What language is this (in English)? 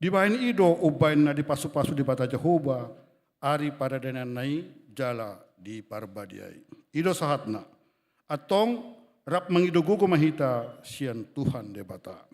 Batak Toba